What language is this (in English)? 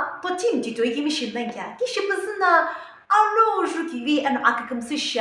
Sumi Naga